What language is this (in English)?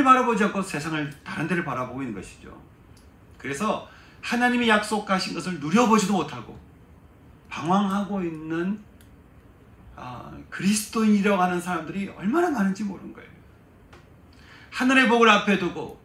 Korean